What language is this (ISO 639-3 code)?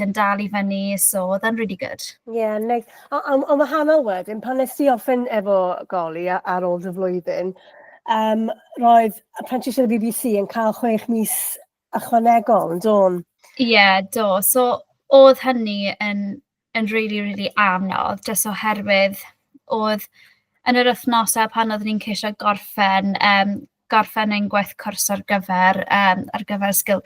cym